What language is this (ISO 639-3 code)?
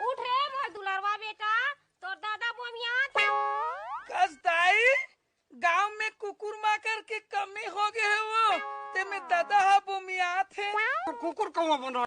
hne